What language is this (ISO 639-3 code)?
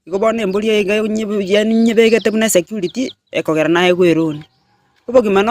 guz